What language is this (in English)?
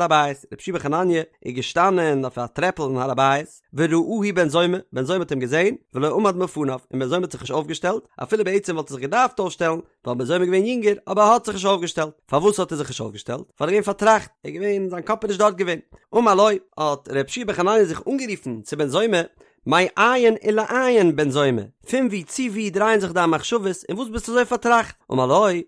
Yiddish